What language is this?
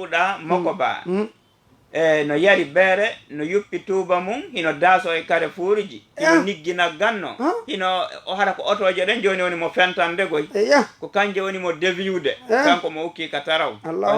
Fula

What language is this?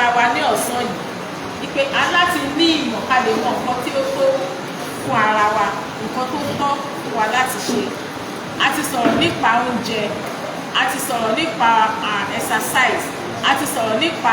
Yoruba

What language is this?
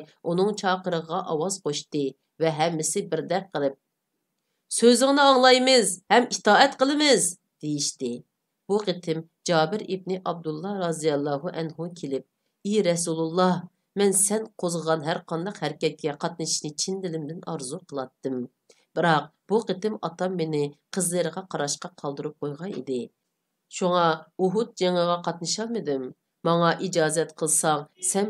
Uyghur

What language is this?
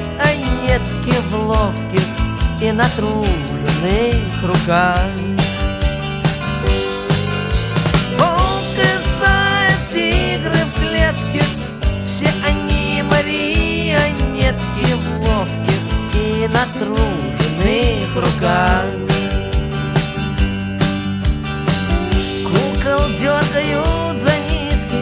Russian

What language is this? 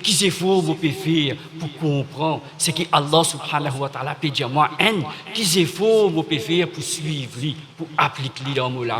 Morisyen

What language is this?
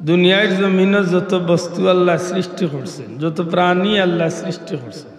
Sylheti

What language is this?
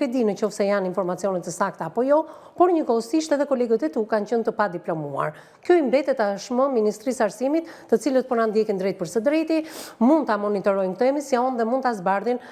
Albanian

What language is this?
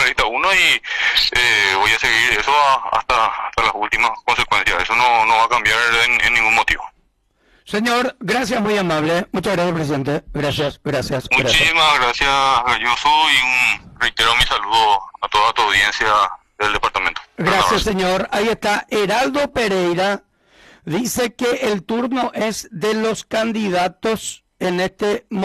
Spanish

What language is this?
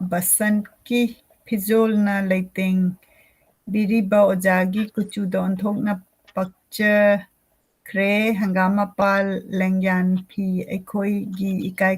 Manipuri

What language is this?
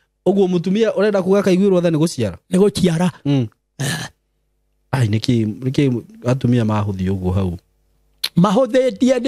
Kikuyu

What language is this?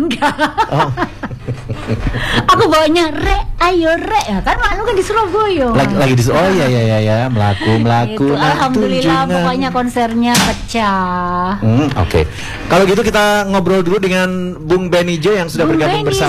Indonesian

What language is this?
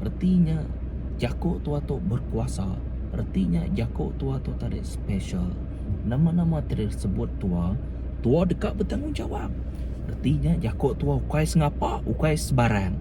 Iban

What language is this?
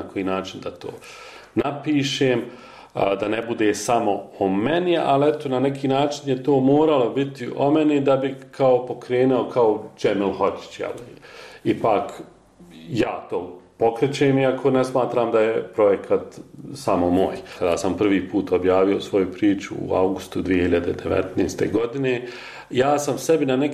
Bosnian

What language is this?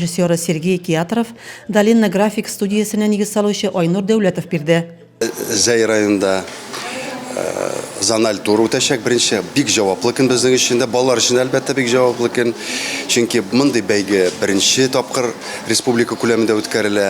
Tatar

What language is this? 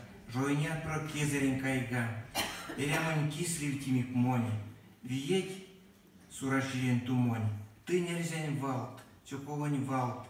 Erzya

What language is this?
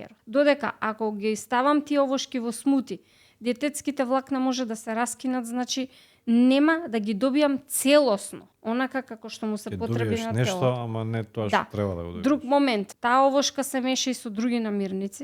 Macedonian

